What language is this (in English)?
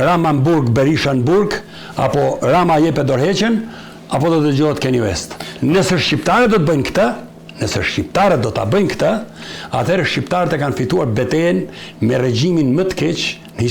Albanian